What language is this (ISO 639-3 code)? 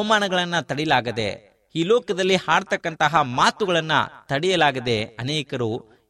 kan